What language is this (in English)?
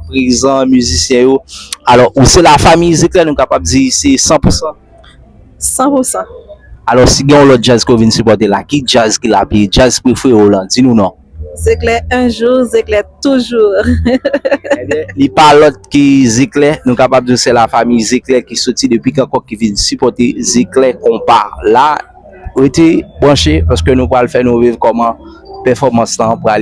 Haitian Creole